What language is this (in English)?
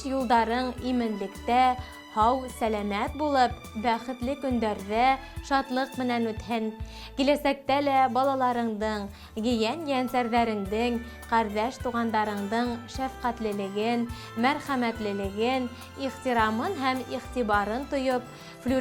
Bashkir